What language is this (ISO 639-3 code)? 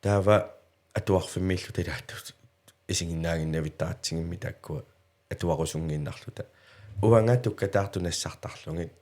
kal